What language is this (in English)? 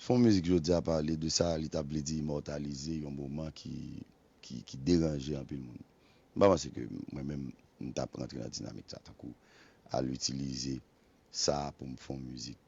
Haitian Creole